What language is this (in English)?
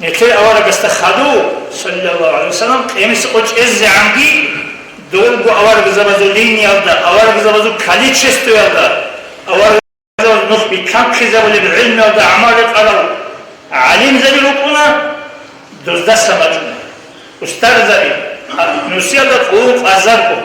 Avaric